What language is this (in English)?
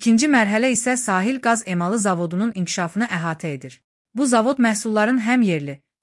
Azerbaijani